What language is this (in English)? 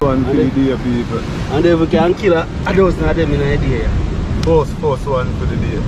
Jamaican Creole English